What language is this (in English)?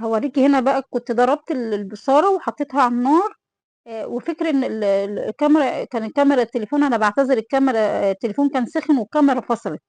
Egyptian Arabic